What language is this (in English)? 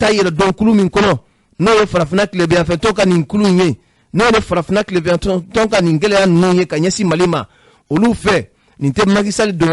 Bambara